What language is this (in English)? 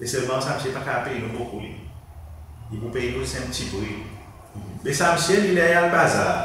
Seselwa Creole French